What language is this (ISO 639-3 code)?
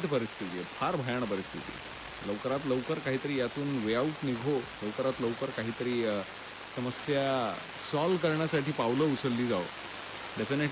mar